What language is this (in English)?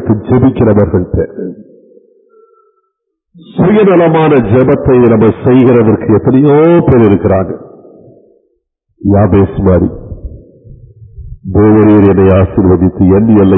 Tamil